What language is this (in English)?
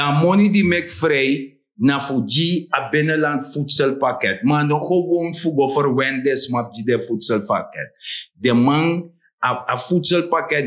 Sranan Tongo